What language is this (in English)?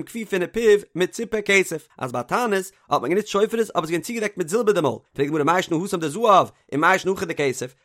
Yiddish